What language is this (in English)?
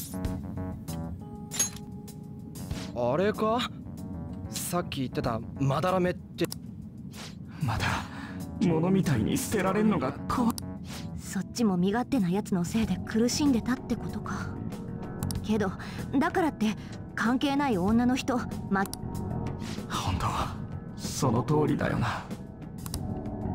Japanese